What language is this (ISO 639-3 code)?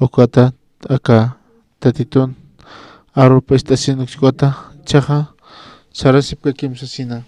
aym